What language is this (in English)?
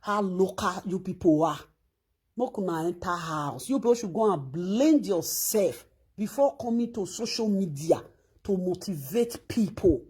Nigerian Pidgin